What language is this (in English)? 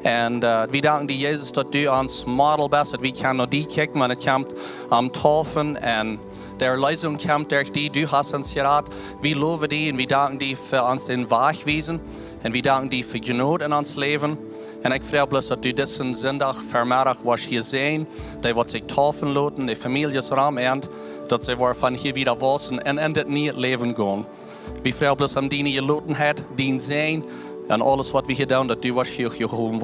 Plautdietsch